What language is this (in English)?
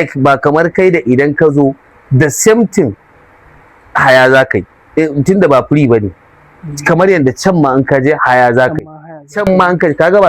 Hausa